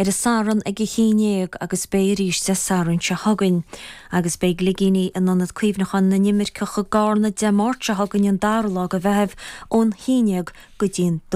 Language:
Irish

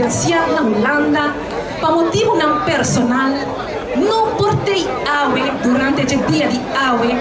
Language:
Papiamento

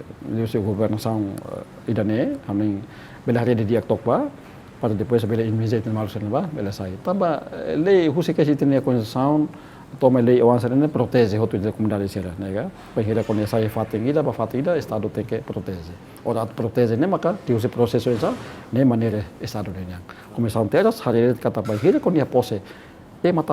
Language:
Tetum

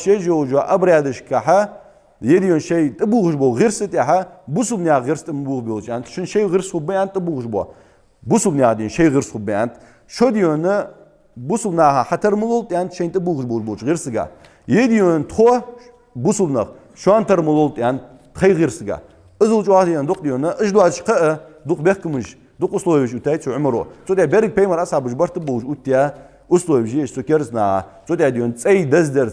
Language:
Ingush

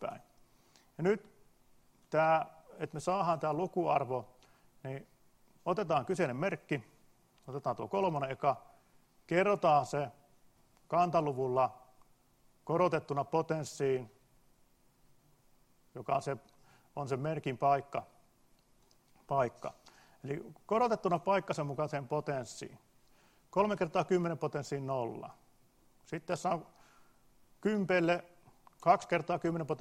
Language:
Finnish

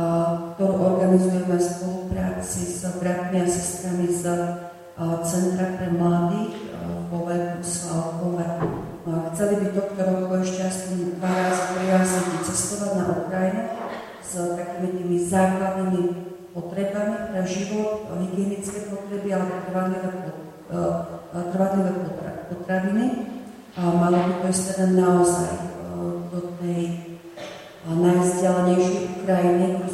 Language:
Slovak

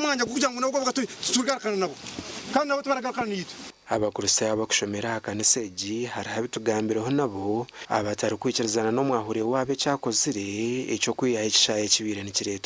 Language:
Nyankole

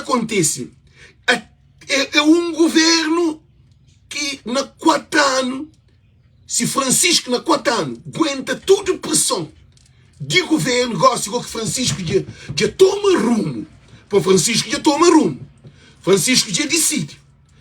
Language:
Kabuverdianu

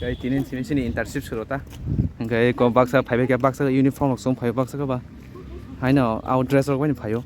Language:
Kok Borok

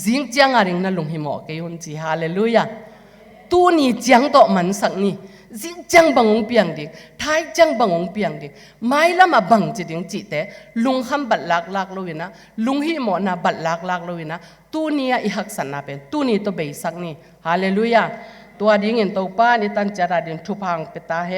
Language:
Tedim Chin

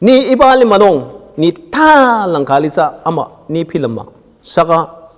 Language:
Ao Naga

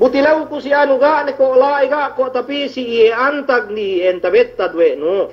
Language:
Yakan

